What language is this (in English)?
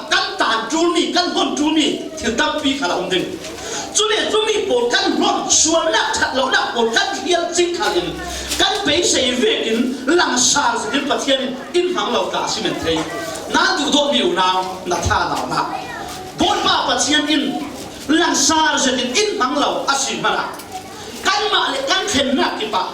Falam Chin